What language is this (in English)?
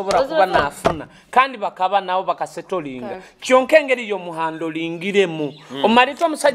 Nyoro